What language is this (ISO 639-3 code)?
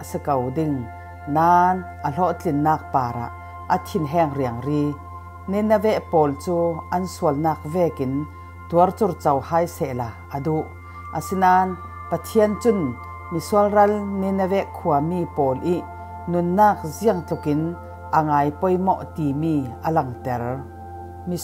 cfm